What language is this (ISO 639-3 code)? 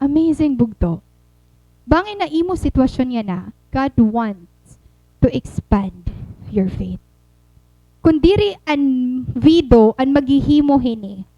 war